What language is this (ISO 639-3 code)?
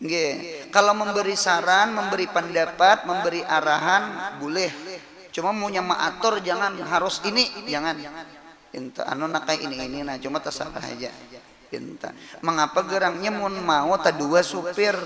bjn